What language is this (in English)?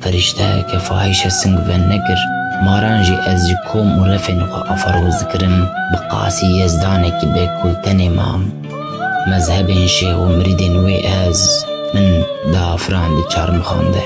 Kurdish